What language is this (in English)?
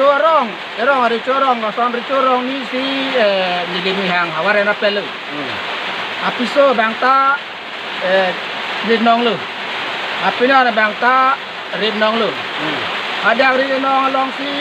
Karbi